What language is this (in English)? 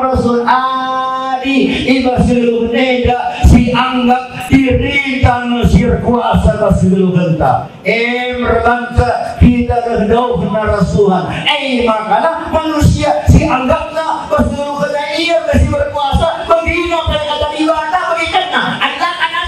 Batak Karo